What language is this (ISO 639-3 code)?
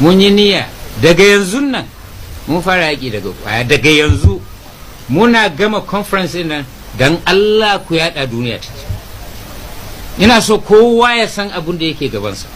hau